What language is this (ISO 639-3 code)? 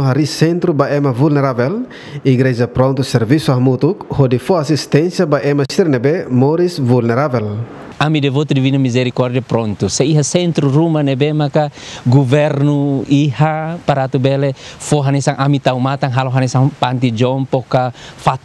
tet